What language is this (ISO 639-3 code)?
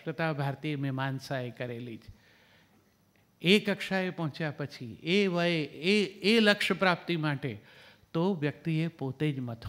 guj